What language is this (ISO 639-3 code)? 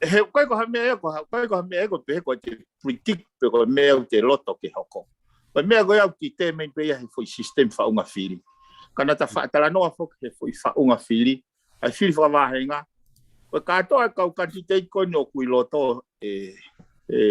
ton